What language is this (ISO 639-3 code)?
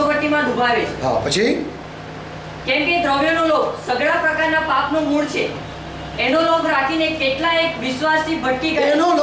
guj